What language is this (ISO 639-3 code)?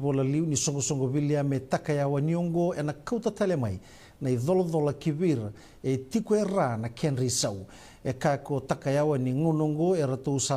fij